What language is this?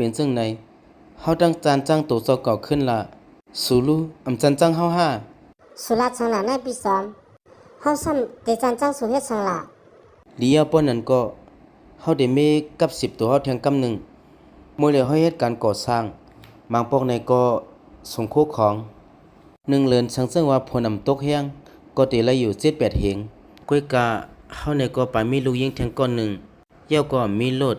Shan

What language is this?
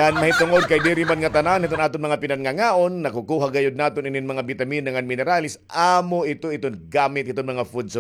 Waray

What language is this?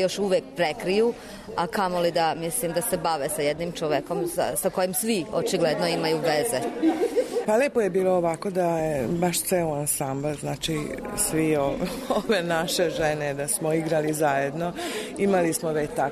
Serbian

